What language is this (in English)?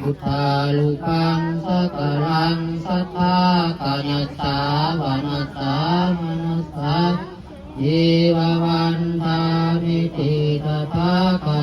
Pali